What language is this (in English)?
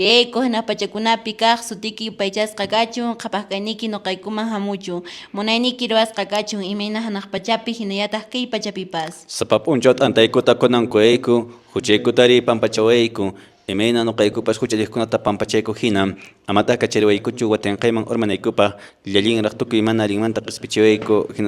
Quechua